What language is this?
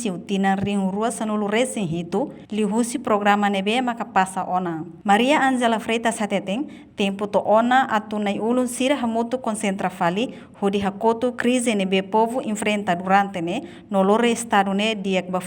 Tetum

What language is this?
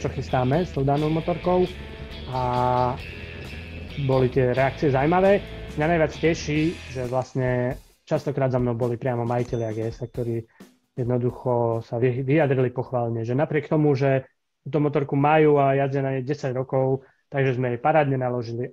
Slovak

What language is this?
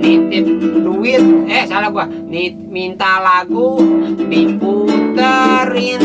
Betawi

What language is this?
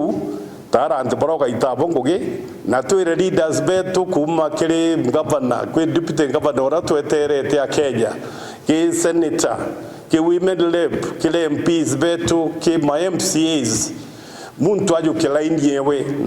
Meru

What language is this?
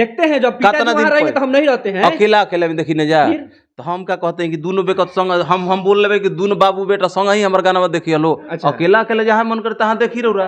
Bhojpuri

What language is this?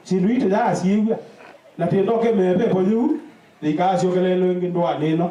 Kamba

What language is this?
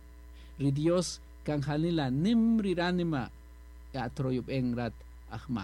Kaqchikel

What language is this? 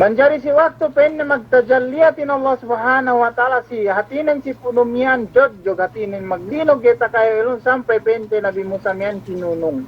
Yakan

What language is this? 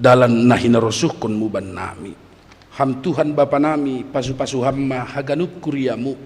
Batak Simalungun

